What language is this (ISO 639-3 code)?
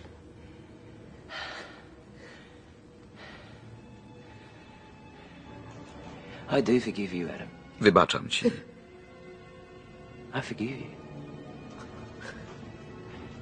pol